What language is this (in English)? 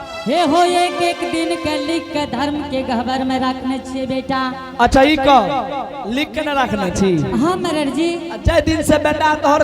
Angika